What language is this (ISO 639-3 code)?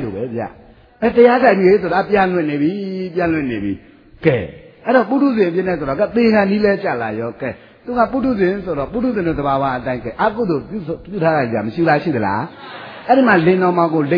mya